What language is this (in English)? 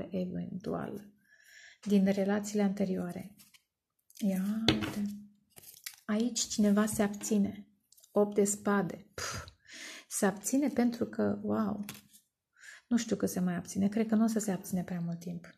Romanian